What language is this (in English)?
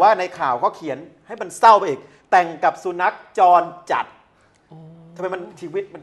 Thai